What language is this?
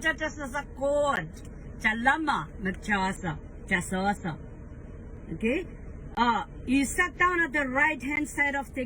Pohnpeian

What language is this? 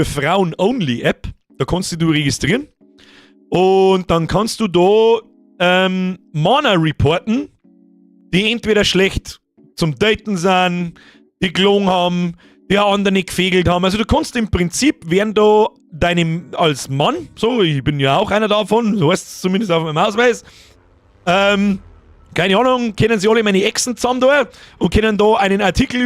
Bavarian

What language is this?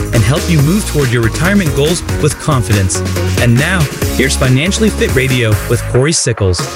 English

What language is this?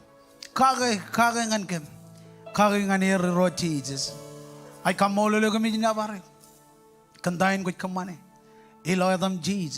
Marshallese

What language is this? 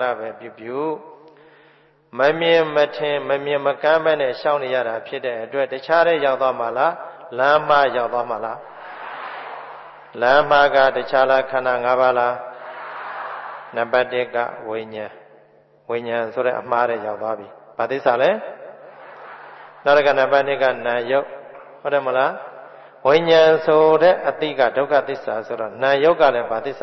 Burmese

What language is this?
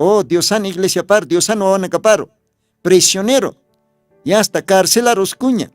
Aymara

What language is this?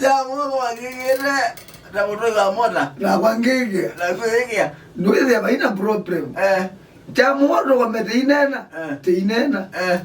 Kamba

